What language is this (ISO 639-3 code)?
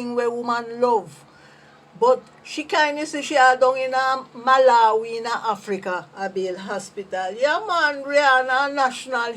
jam